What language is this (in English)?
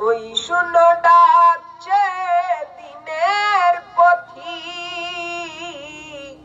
Sylheti